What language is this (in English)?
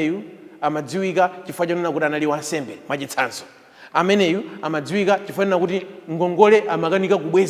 Nyanja